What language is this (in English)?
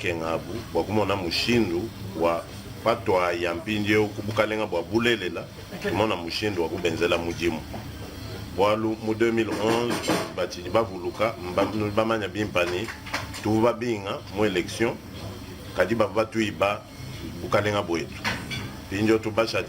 Luba-Lulua